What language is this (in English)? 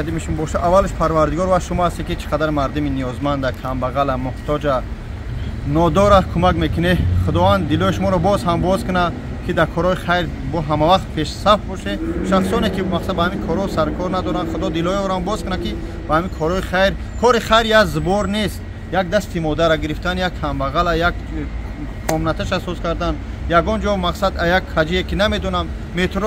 Tajik